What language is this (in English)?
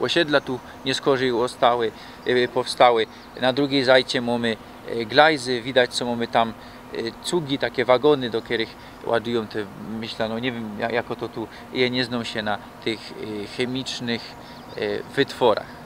Silesian